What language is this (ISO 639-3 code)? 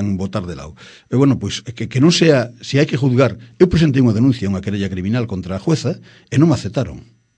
glg